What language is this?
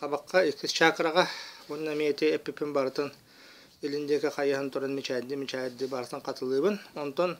Yakut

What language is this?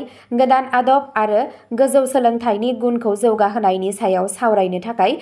Bodo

